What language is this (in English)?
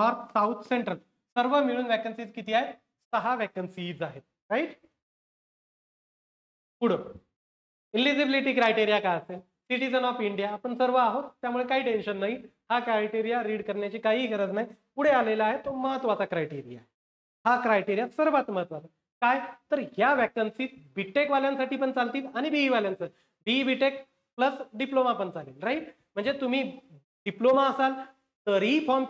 Marathi